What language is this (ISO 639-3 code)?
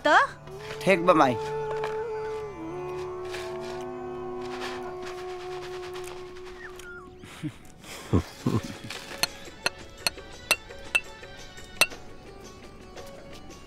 bho